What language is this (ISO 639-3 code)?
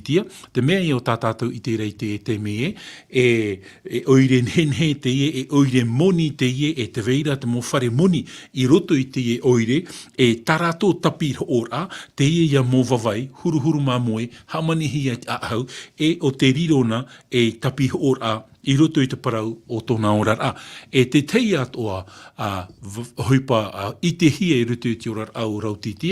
tah